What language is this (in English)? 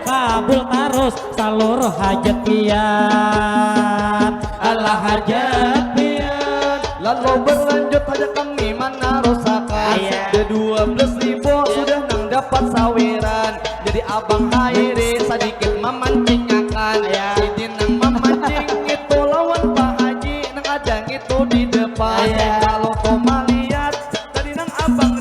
Banjar